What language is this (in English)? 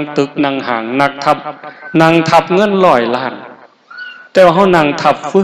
Northeastern Thai